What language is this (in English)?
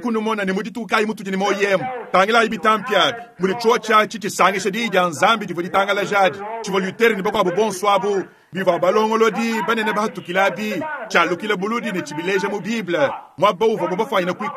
Luba-Lulua